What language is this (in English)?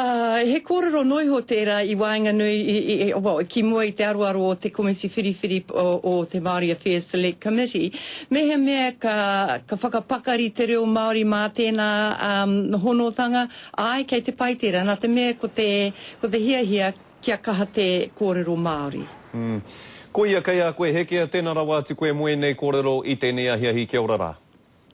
Māori